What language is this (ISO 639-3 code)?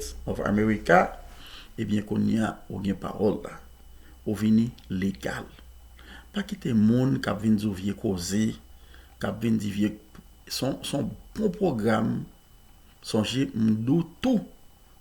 hat